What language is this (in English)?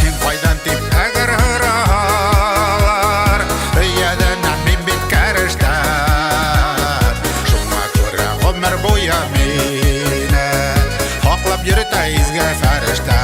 Bashkir